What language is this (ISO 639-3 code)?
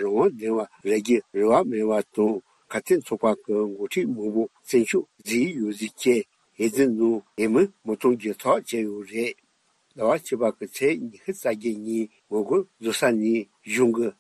bod